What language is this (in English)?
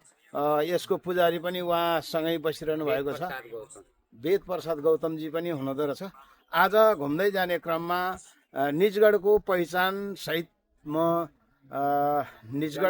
Nepali